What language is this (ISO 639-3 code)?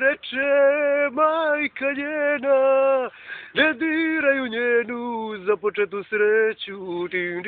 srp